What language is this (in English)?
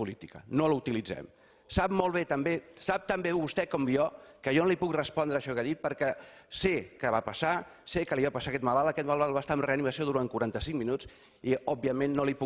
Catalan